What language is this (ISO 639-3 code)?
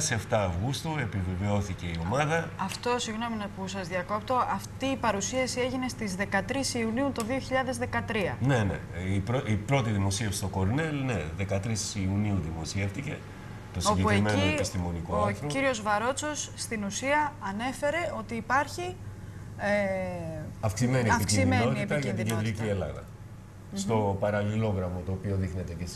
ell